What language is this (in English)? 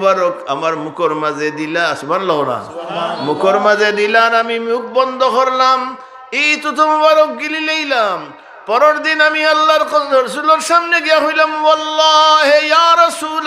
Sylheti